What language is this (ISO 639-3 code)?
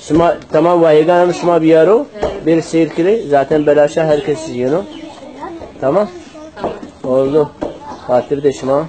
zza